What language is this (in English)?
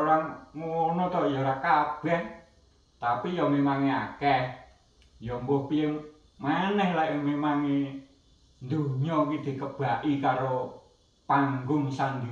Javanese